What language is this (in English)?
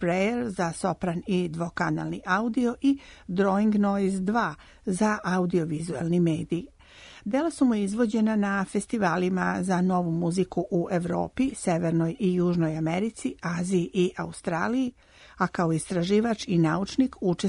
Serbian